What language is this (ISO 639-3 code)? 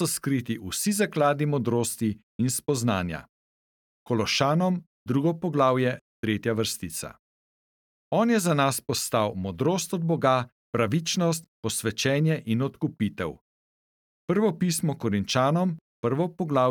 slv